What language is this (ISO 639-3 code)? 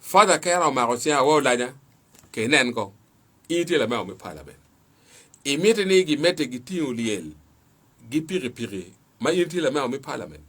ach